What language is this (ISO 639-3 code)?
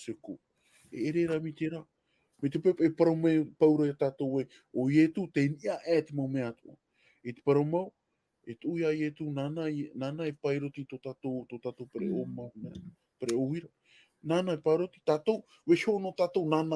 tah